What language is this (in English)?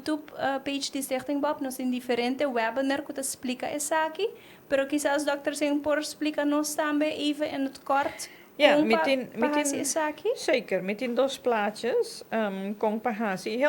Papiamento